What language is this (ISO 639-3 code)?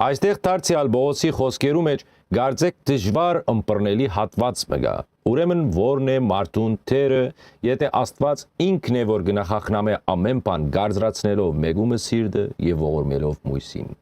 hyw